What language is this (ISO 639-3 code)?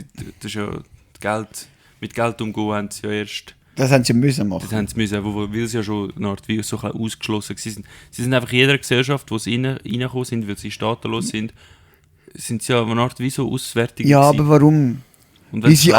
gsw